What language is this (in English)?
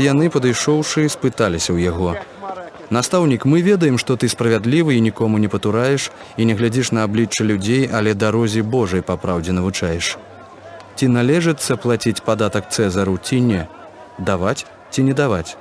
Belarusian